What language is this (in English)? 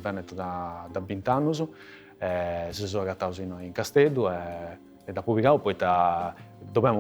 Sardinian